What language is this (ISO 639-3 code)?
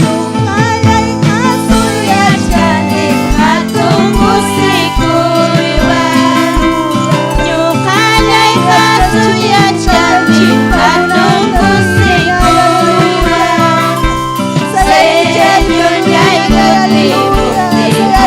quy